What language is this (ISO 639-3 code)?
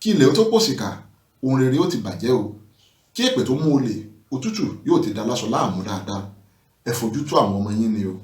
yor